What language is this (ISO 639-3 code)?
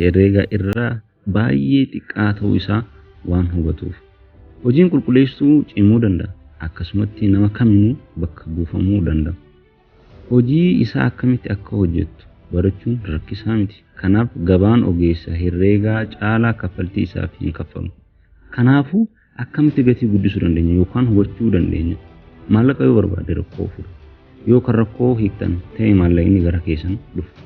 orm